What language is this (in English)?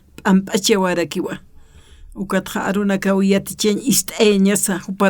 Aymara